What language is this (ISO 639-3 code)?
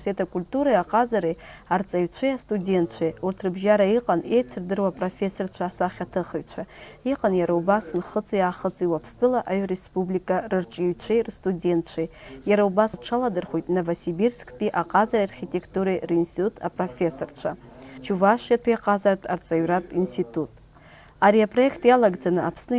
abk